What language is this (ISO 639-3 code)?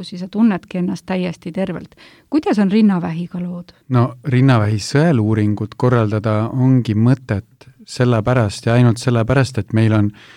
est